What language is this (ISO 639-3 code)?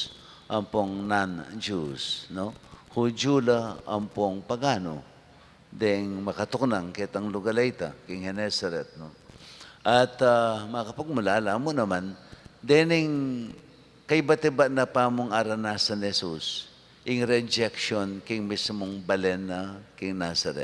pam